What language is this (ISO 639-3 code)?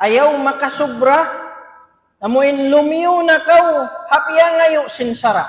tsg